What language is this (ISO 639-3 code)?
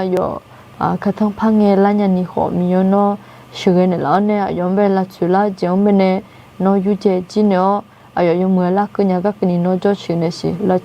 ahk